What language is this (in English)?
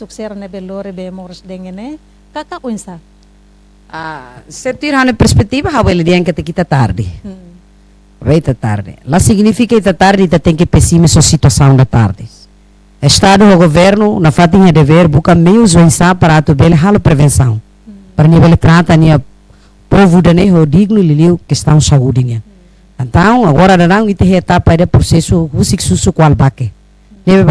Tetum